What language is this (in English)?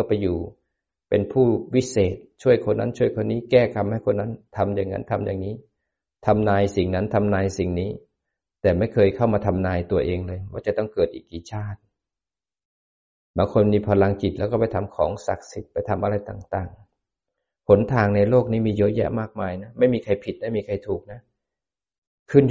Thai